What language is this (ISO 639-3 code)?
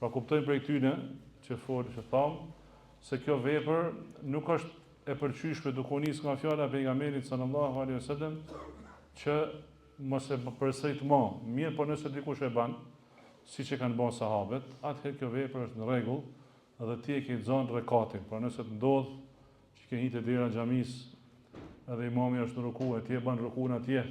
sqi